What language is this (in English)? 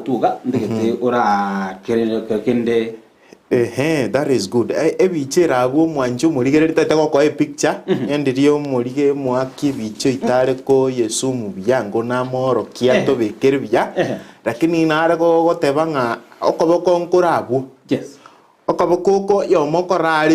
Gusii